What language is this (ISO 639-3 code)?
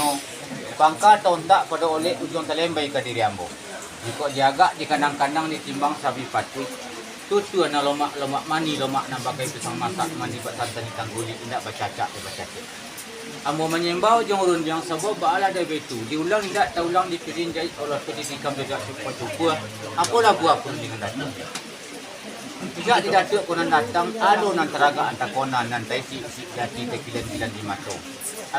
min